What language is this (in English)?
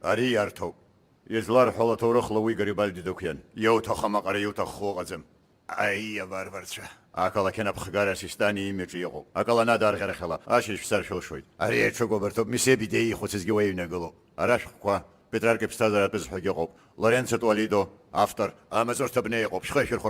Abkhazian